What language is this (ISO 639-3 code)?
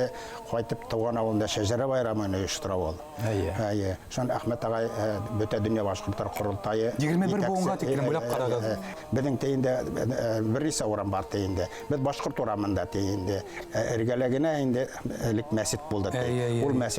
bak